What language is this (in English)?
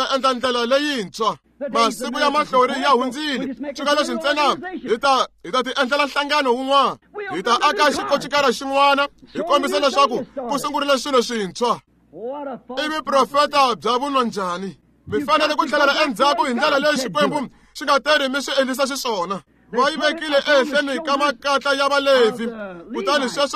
Tsonga